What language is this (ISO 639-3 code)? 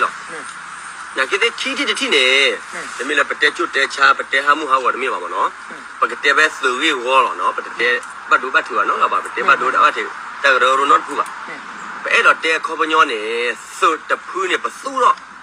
ksw